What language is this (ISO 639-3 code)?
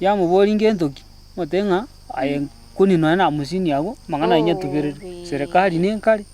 guz